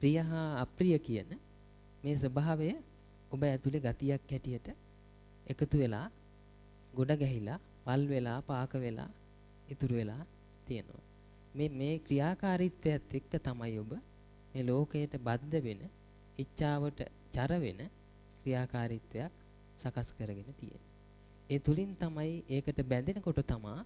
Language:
Sinhala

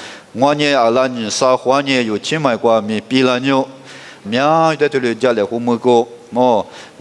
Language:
Lisu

